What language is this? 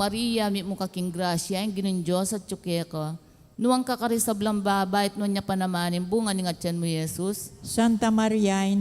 Pampanga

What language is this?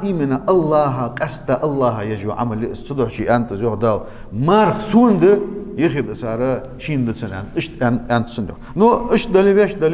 Ingush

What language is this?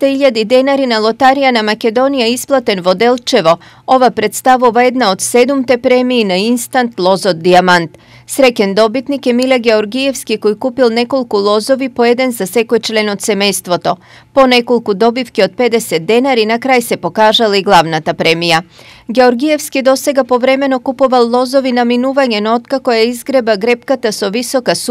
Macedonian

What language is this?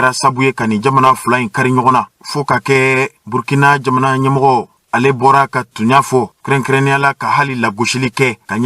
Bambara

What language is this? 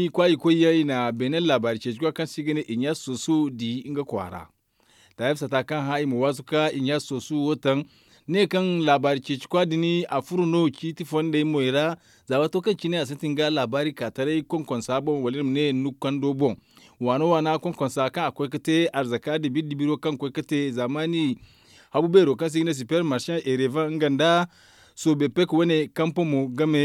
Zarma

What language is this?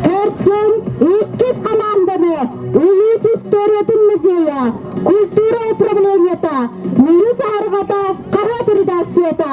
Yakut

